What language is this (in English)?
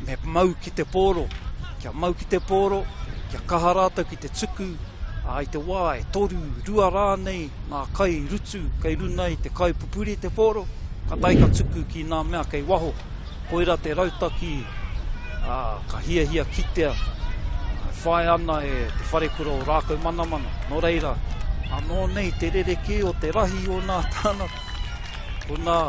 Māori